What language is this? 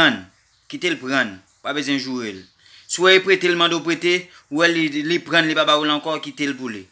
Haitian Creole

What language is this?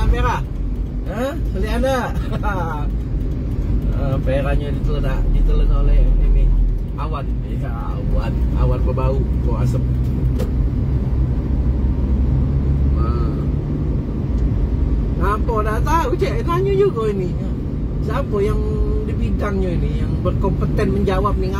Malay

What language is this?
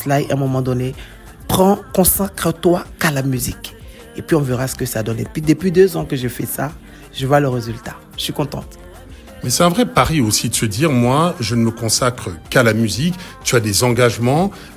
French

